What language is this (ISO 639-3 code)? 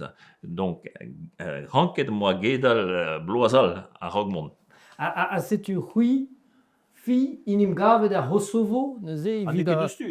bre